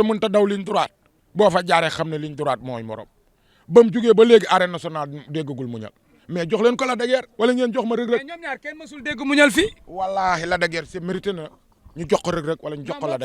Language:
Wolof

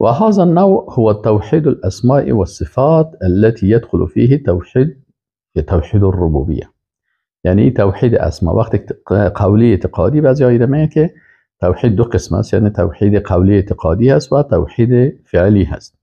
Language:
Persian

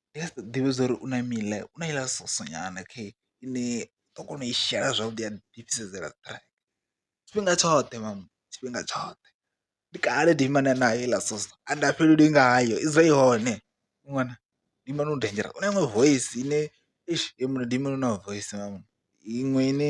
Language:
Venda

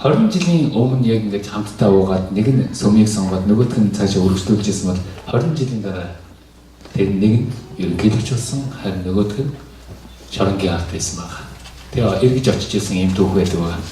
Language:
Mongolian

